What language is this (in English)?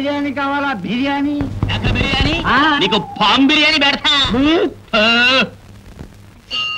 Telugu